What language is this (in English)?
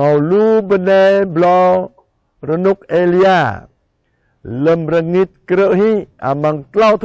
Jarai